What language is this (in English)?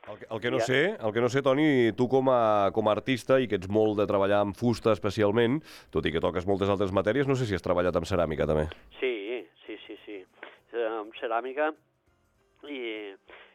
Catalan